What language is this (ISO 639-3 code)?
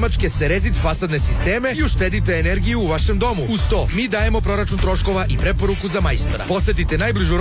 srp